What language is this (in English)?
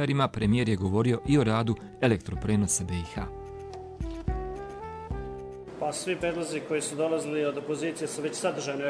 Bosnian